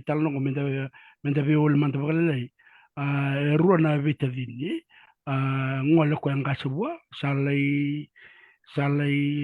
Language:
Fijian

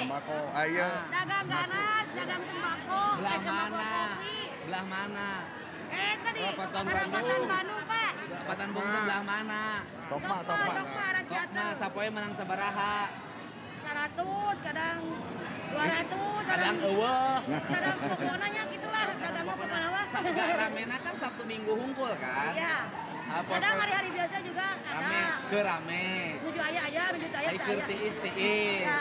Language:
Sundanese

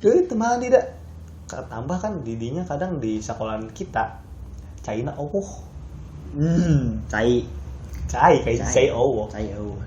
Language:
Sundanese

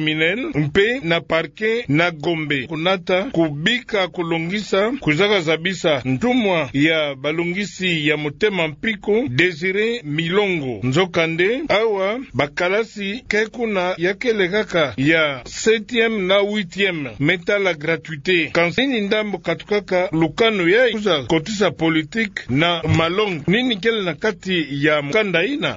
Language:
Kituba (Democratic Republic of Congo)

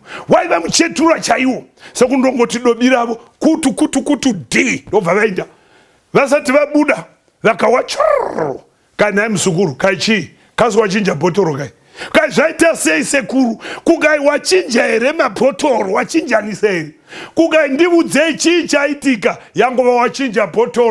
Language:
Shona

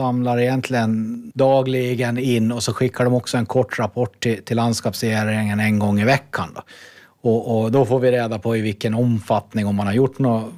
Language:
Swedish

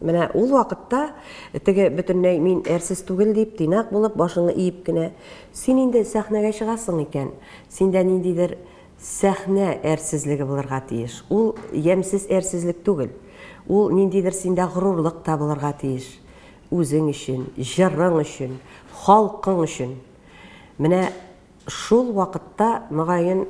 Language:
Tatar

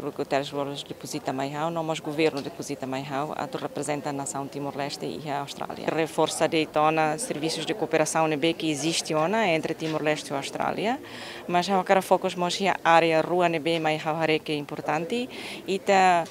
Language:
Tetum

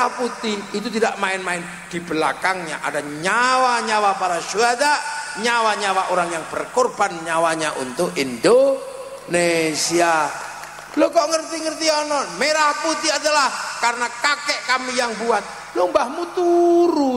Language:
Indonesian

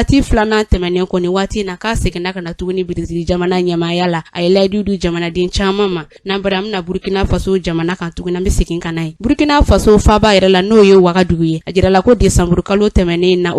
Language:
Bambara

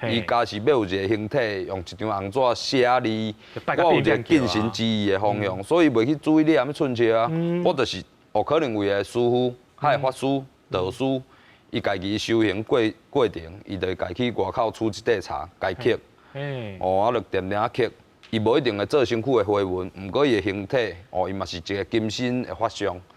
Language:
Min Nan Chinese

